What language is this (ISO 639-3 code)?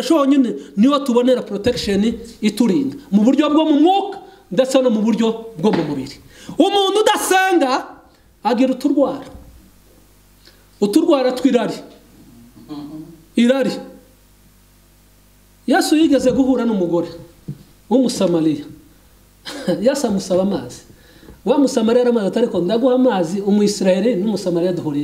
kin